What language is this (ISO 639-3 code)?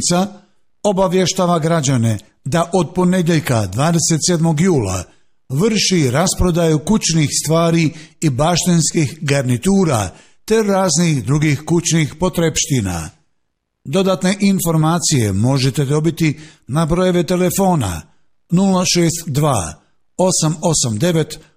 bos